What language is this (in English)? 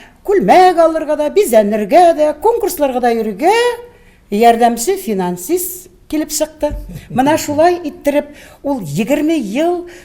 Tatar